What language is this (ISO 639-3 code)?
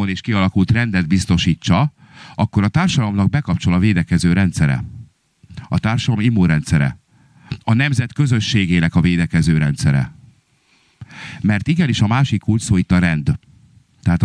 hun